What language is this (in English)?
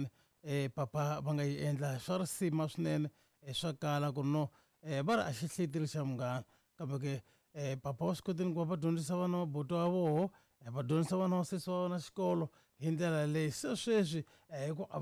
Tsonga